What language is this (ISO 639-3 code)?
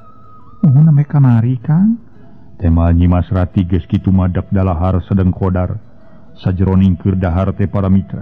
sun